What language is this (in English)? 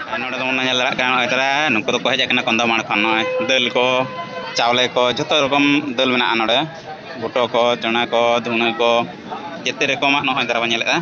Santali